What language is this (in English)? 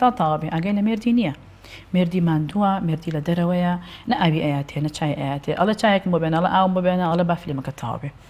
Central Kurdish